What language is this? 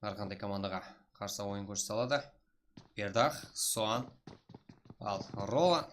Kara-Kalpak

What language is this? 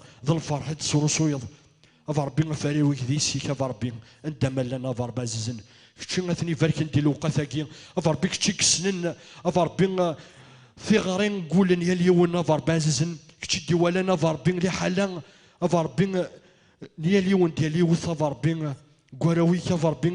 Kabyle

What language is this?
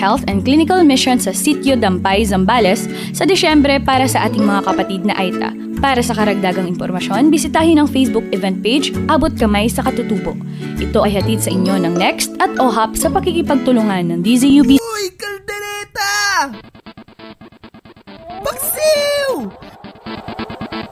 Filipino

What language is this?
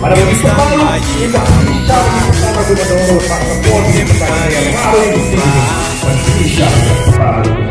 Khasi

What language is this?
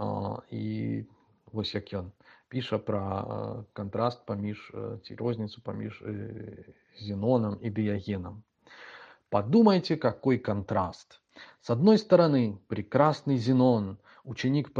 Belarusian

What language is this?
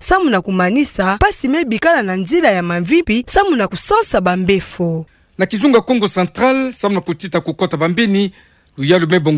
Kituba (Democratic Republic of Congo)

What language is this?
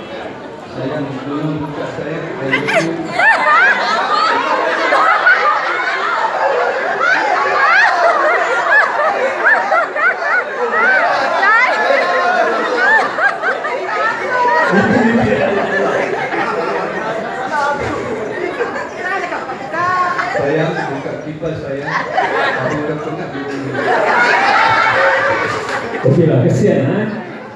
Malay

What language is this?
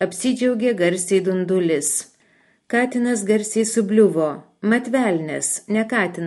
Lithuanian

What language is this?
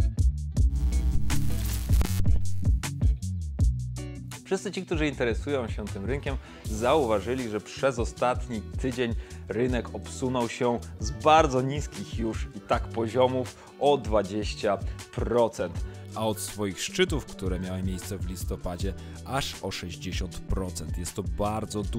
Polish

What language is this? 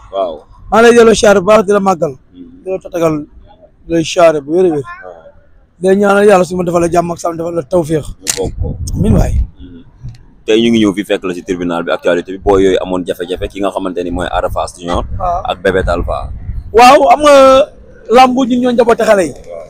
Wolof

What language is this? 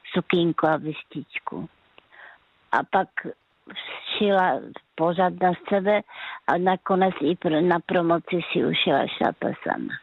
Czech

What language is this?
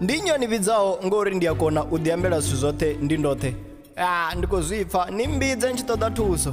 Venda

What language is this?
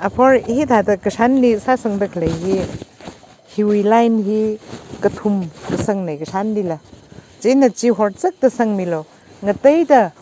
Tangkhul Naga (India)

